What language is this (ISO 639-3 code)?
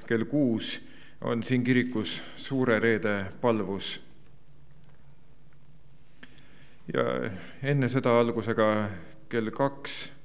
est